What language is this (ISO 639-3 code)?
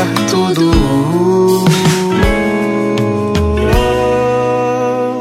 por